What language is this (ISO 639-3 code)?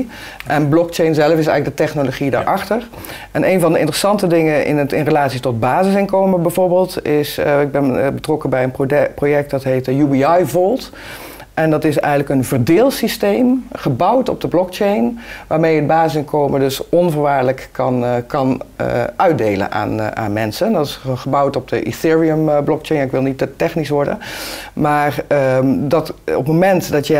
nld